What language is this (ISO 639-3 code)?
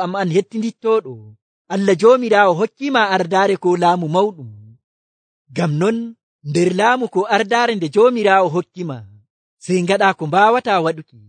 fuv